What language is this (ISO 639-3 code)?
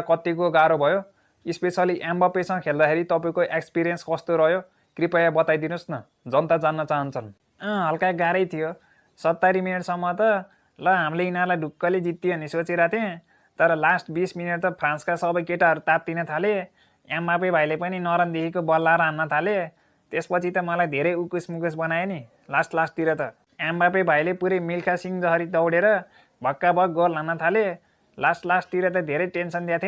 nep